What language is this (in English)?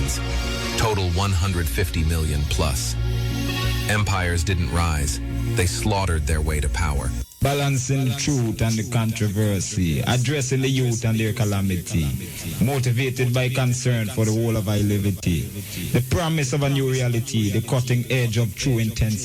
Jamaican Creole English